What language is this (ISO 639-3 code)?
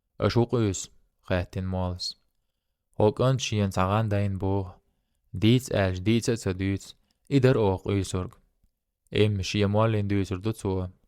che